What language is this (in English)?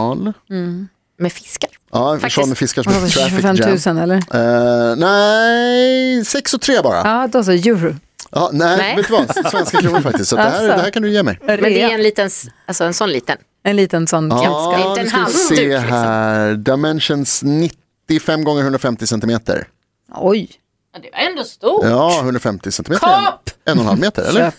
Swedish